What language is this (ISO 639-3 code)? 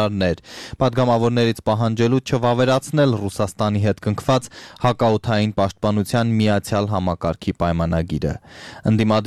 hye